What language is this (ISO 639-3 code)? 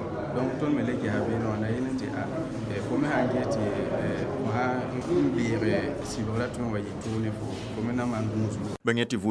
mos